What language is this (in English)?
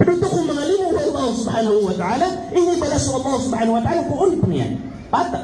Maranao